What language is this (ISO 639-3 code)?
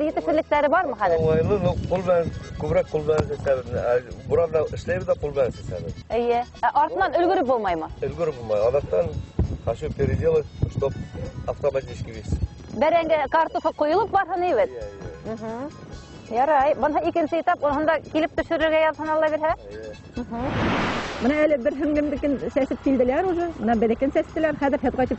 bak